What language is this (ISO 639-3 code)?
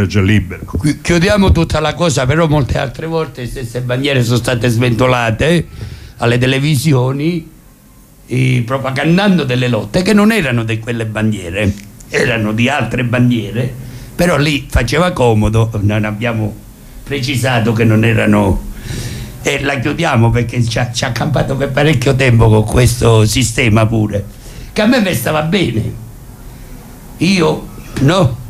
ita